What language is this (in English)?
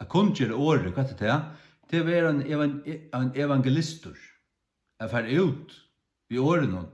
Faroese